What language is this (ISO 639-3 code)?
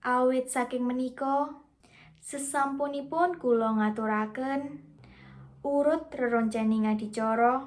jav